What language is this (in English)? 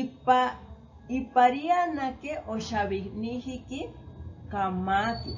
Asháninka